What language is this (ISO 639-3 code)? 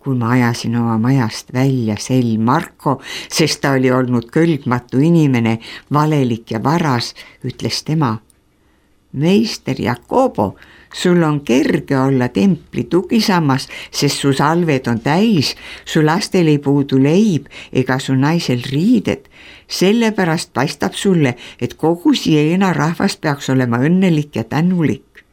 est